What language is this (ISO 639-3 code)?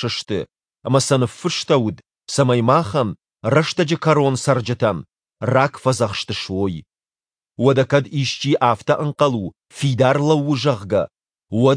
oss